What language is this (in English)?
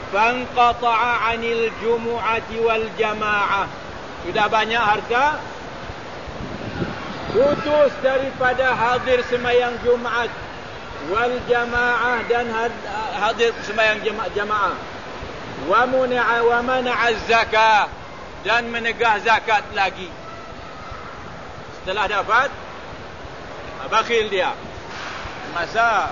Malay